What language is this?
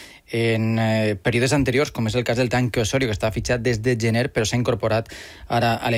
Catalan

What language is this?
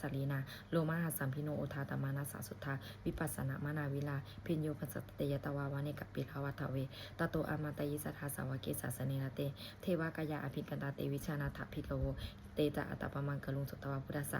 Pali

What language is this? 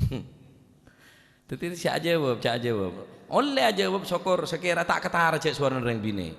Madurese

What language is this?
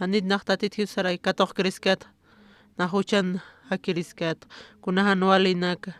Aymara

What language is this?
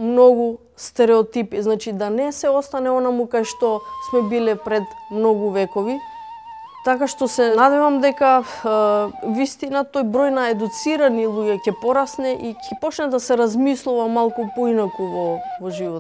Macedonian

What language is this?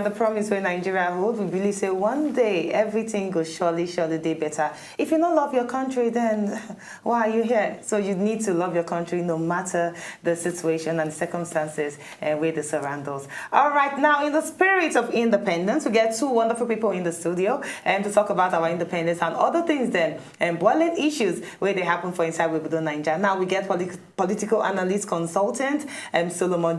Nigerian Pidgin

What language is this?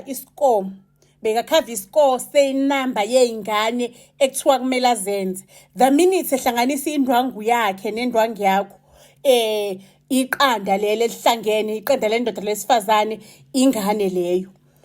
Zulu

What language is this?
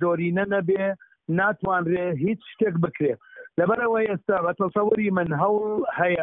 Central Kurdish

